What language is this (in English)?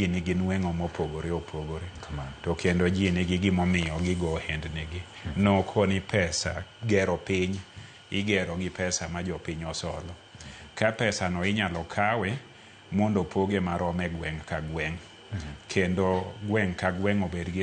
Luo (Kenya and Tanzania)